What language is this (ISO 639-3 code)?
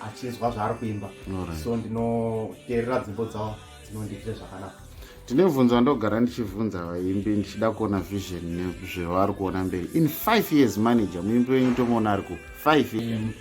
sna